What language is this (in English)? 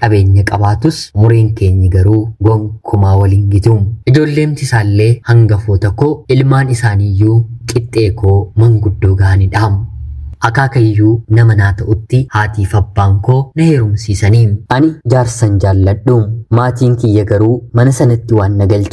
Oromo